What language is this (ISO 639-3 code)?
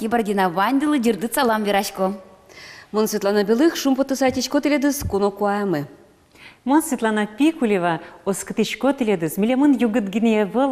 udm